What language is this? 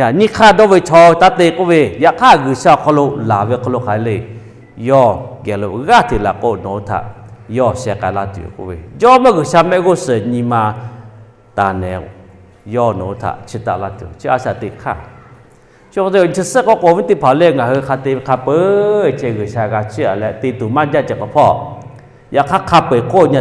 Lahu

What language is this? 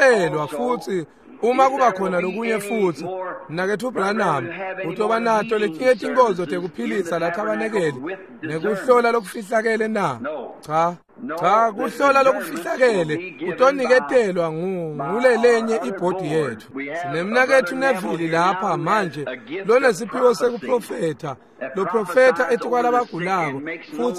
Swati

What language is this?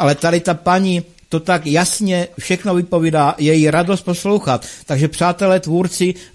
Czech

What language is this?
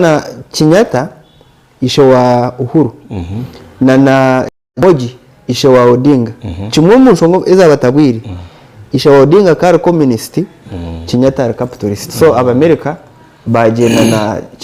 Nyankole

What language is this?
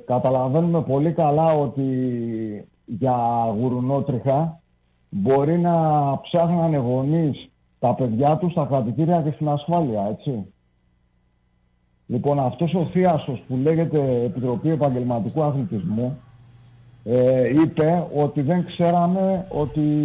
Greek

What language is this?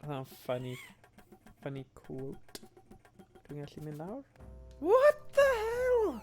Welsh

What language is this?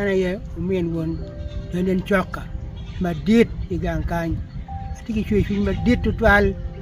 Acoli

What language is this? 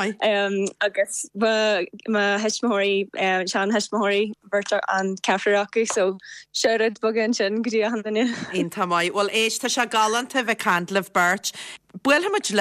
Irish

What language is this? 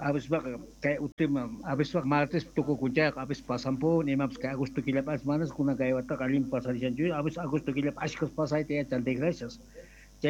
South Bolivian Quechua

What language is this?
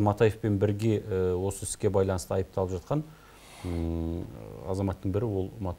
Kazakh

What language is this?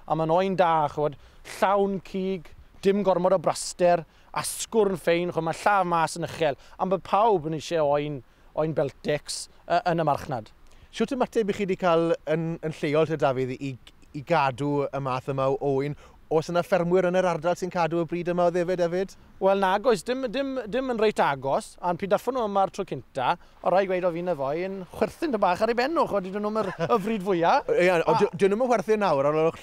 Welsh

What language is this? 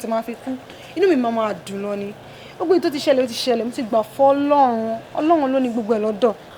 Yoruba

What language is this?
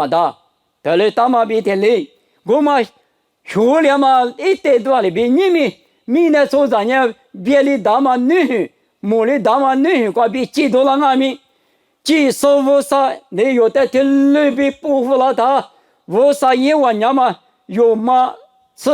Lisu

